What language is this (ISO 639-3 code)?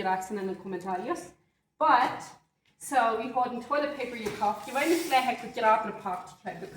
pdt